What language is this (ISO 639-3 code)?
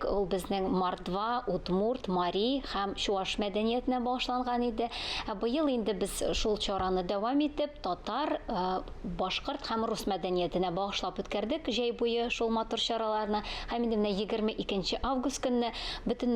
tat